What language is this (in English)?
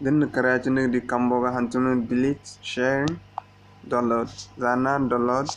Zarma